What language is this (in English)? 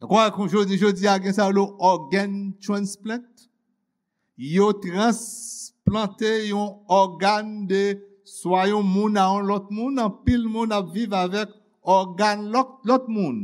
Haitian Creole